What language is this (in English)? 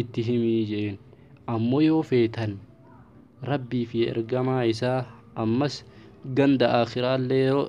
Oromo